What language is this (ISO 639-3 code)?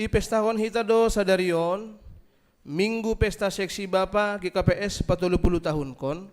bts